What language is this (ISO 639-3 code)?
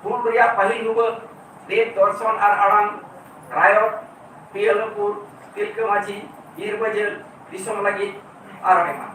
sat